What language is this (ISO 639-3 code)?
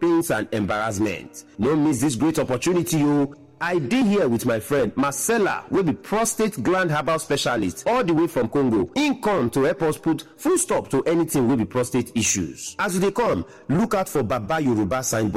pcm